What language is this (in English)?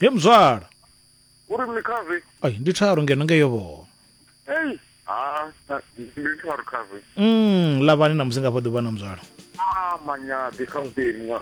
Venda